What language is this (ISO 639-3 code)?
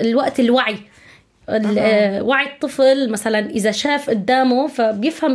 apc